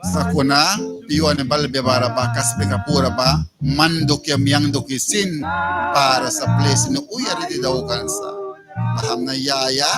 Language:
Mískito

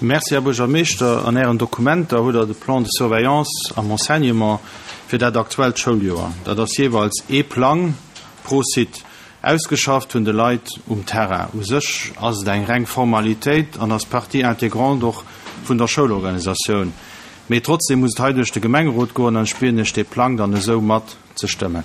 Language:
Luxembourgish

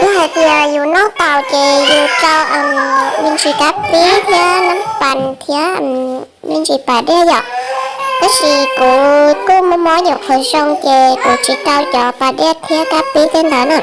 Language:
Hmong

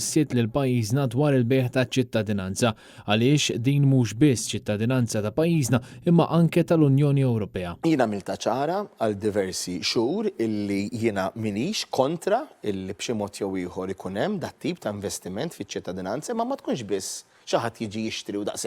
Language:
Maltese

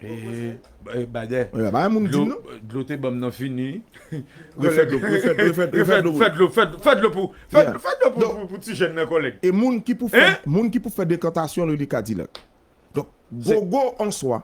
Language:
Haitian Creole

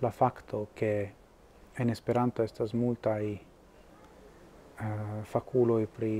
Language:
Esperanto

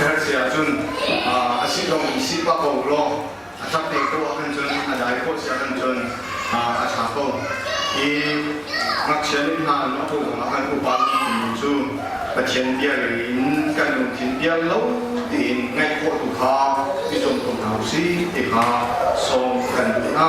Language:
Hakha Chin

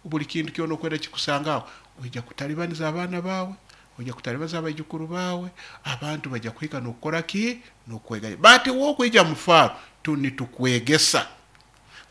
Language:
Nyoro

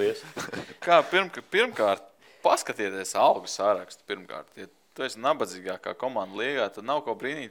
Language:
Latvian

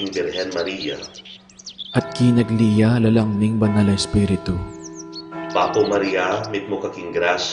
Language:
Pampanga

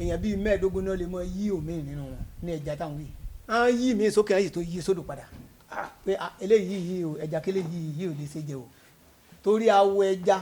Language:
Yoruba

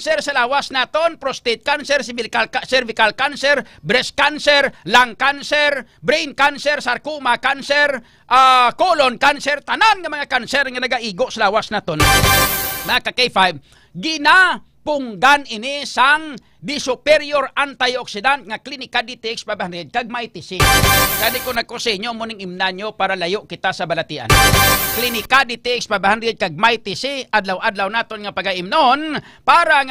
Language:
Hiligaynon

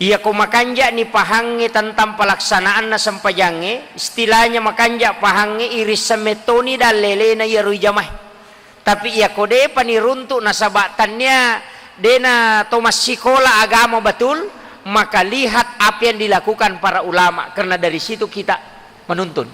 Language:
Buginese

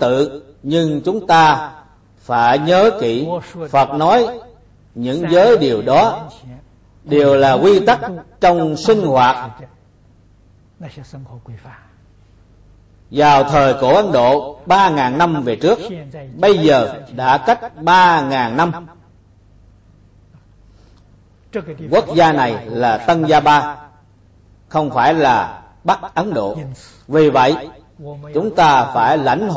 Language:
Vietnamese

